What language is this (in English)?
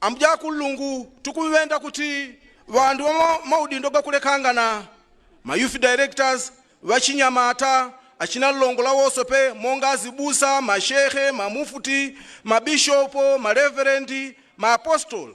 Nyanja